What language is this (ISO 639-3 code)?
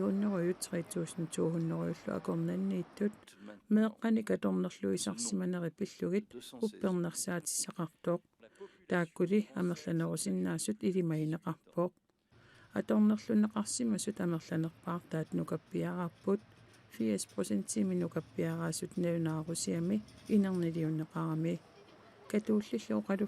kal